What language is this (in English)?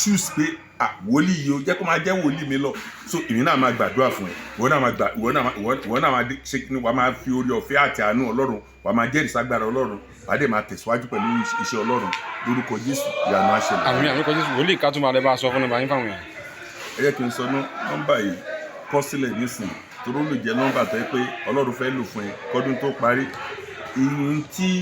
Yoruba